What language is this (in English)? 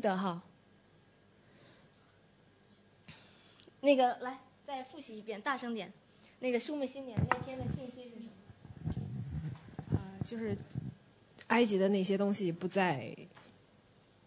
Chinese